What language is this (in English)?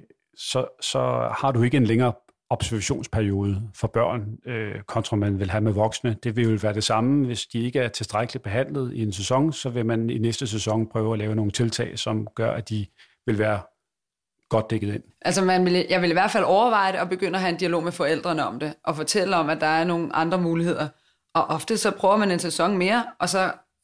Danish